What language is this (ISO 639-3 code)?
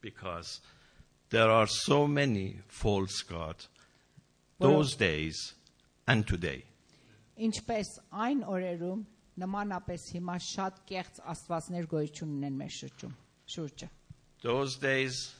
hye